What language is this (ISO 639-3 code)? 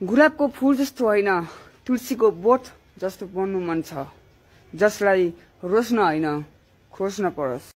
nep